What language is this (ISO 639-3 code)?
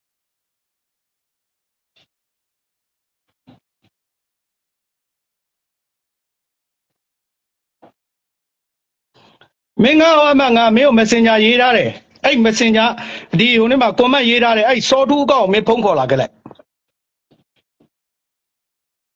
mya